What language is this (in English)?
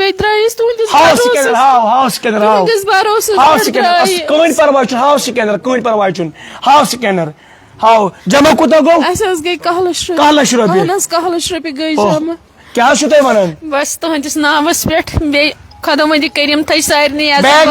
Kashmiri